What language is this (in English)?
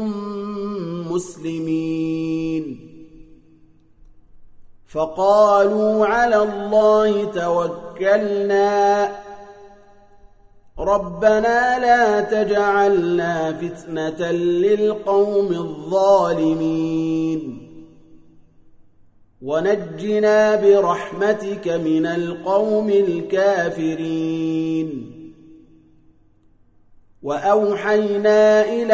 Arabic